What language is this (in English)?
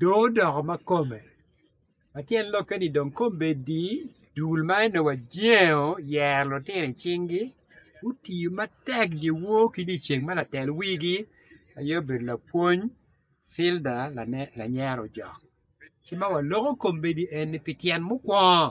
Acoli